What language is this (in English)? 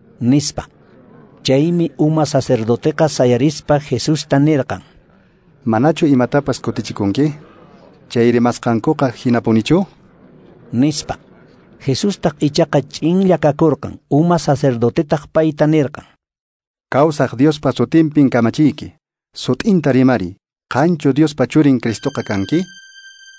Quechua